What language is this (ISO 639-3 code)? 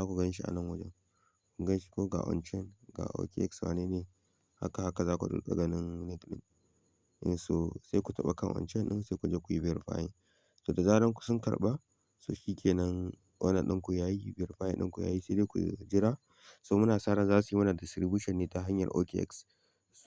hau